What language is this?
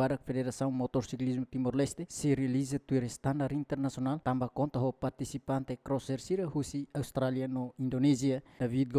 Tetum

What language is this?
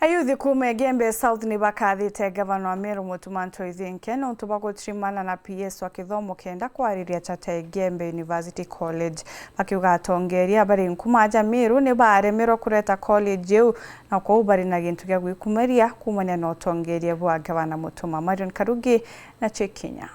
Meru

